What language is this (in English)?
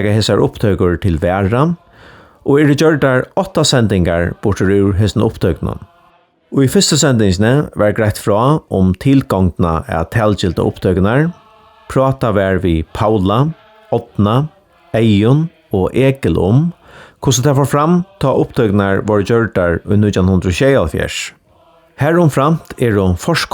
Faroese